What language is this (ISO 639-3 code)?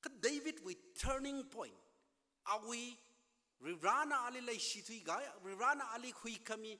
nmf